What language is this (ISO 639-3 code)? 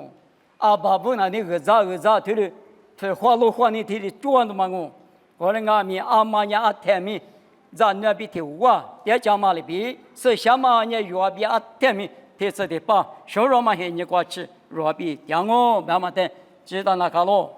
lis